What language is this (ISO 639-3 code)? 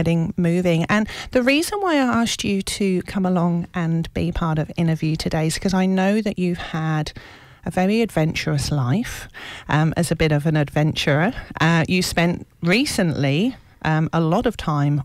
eng